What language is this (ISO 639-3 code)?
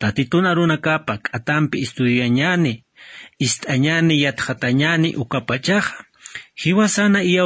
aym